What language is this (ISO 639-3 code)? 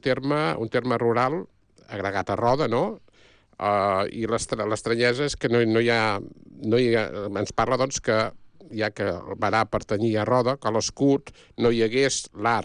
cat